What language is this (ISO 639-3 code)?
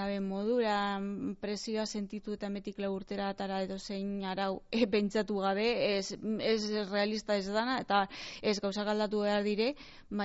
eus